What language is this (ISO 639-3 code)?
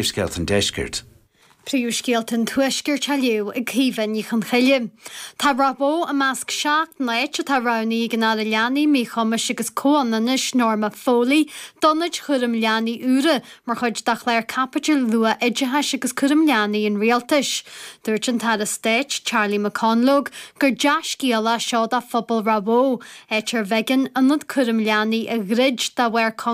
gle